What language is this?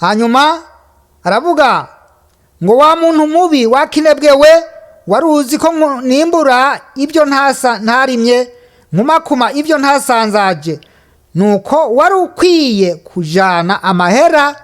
Rundi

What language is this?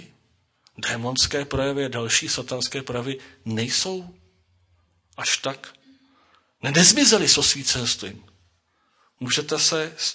Czech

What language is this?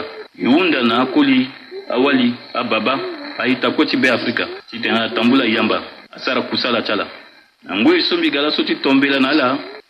Sango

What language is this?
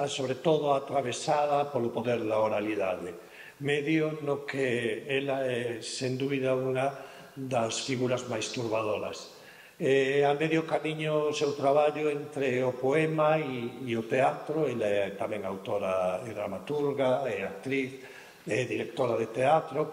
Galician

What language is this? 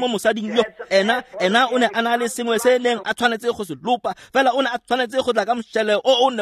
Tswana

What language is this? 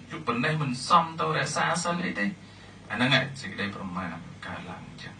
Khmer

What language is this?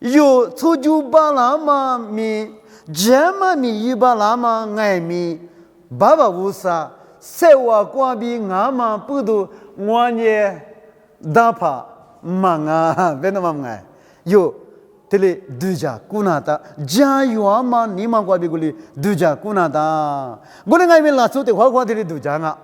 Lisu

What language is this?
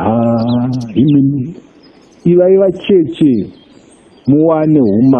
Shona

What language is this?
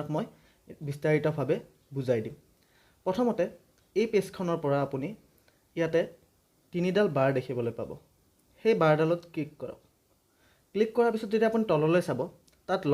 Assamese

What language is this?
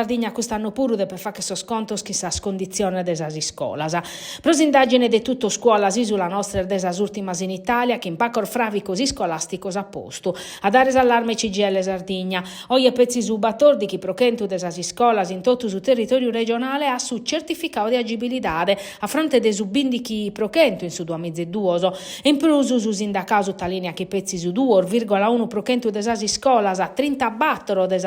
Sardinian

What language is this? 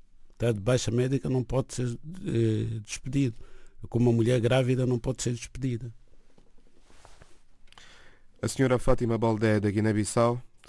Portuguese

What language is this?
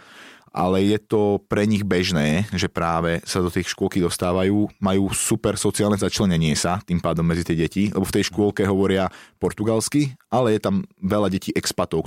Slovak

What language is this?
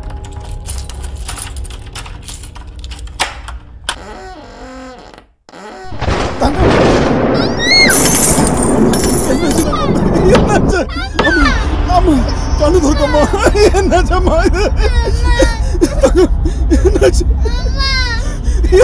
Malayalam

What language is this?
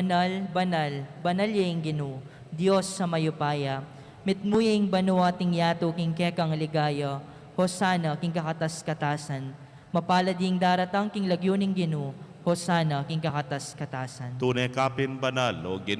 Pampanga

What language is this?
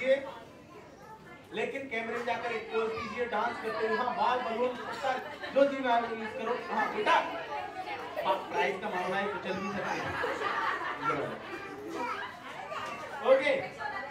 Hindi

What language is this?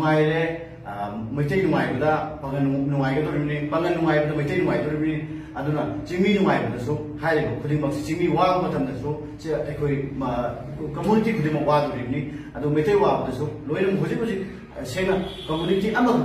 Manipuri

